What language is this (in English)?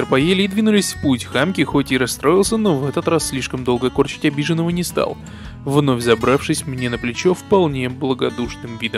Russian